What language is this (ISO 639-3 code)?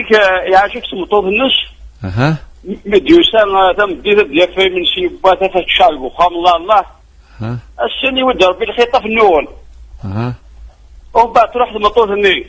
kab